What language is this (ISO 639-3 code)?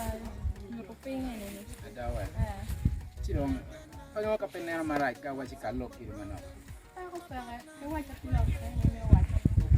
ach